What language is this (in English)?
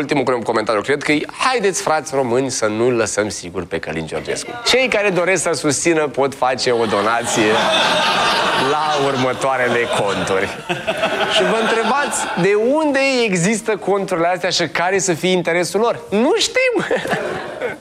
Romanian